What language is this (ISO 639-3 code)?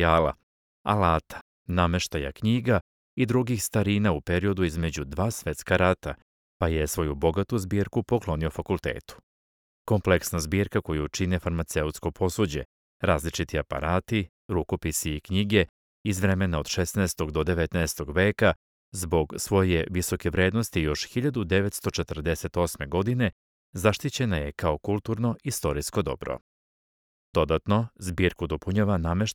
srp